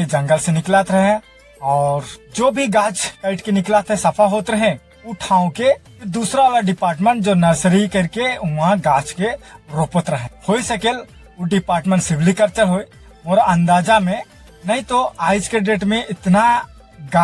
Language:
Sadri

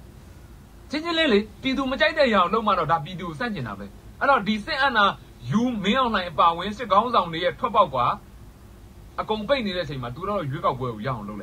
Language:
Burmese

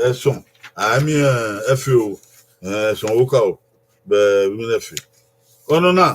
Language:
Bini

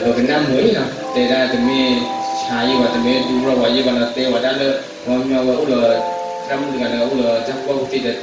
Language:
S'gaw Karen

